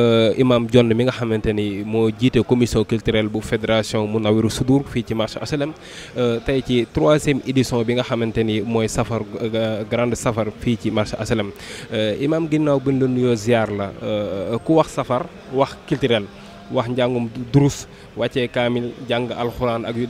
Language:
Wolof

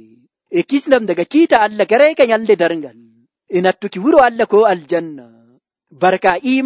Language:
Nigerian Fulfulde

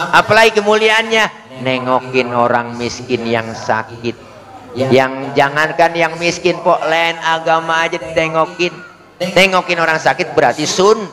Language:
Betawi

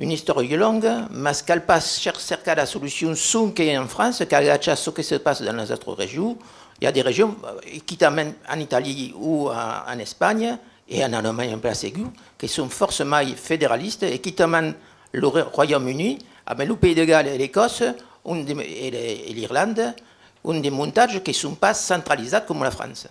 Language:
Occitan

